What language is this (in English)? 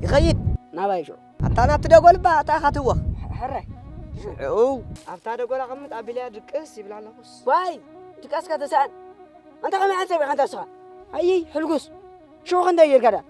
Tigrinya